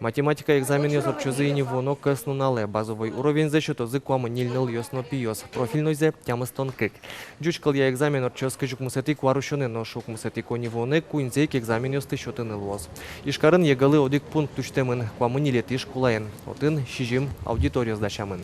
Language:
Udmurt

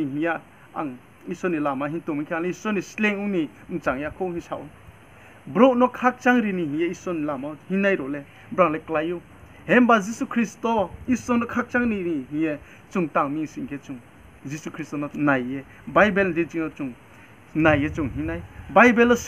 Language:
Riang (India)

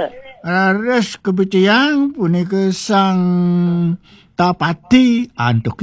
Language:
Balinese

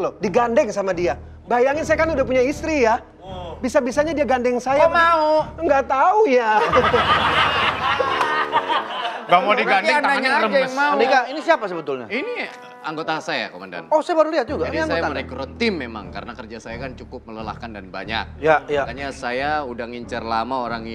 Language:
Indonesian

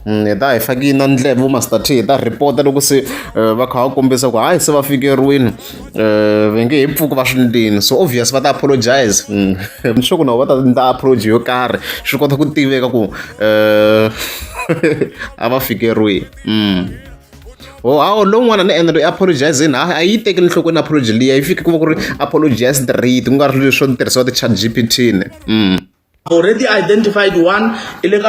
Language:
Tsonga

